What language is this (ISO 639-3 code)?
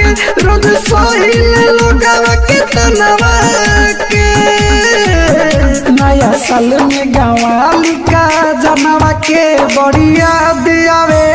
bho